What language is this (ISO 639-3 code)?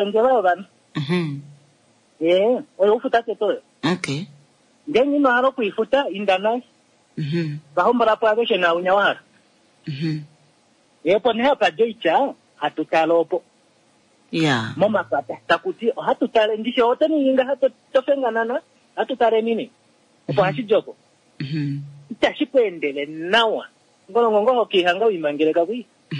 kua